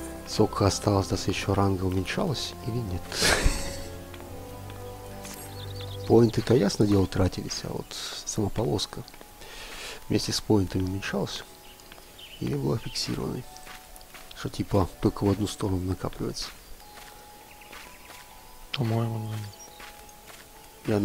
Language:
Russian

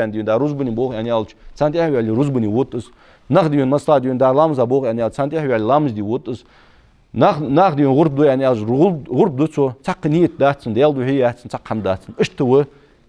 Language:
Ingush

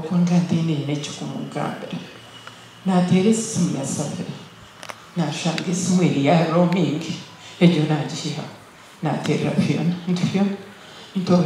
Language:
Nyankole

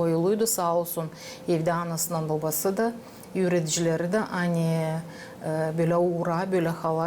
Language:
Gagauz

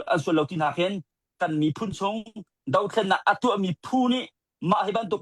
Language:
Hakha Chin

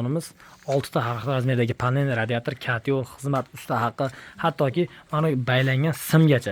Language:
Uzbek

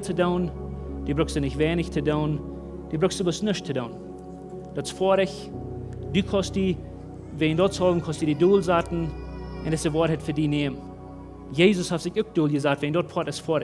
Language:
Plautdietsch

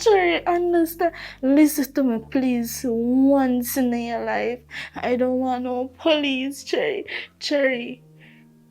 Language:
Jamaican Creole English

